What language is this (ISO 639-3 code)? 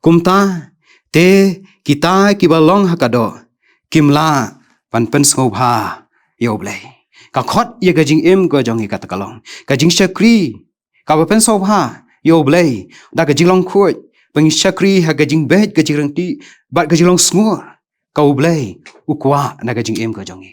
kha